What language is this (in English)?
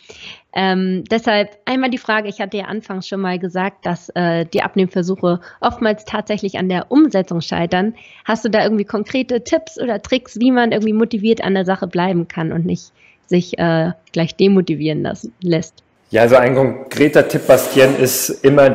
German